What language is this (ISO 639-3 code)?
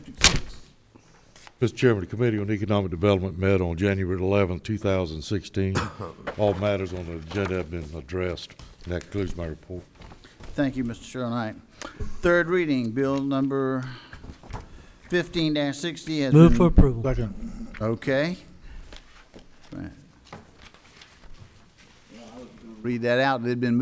eng